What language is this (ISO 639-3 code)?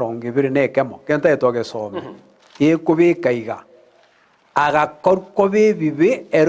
guz